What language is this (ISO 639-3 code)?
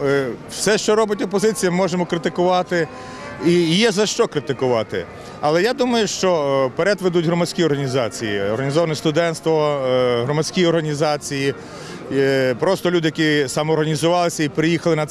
ukr